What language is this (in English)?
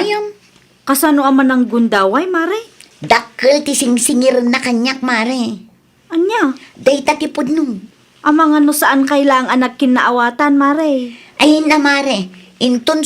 Iloko